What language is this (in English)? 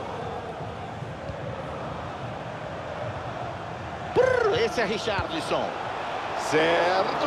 Portuguese